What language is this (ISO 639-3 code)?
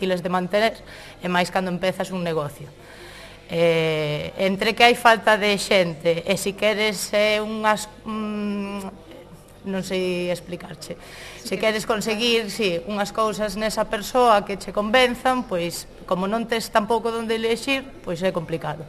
glg